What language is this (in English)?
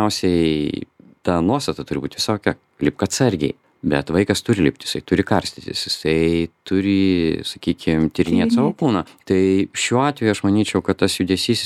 Lithuanian